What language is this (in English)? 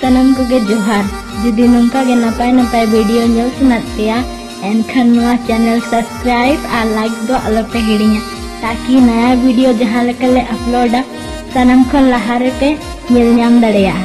Santali